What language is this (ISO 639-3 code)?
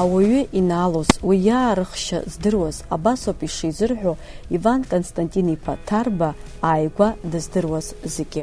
abk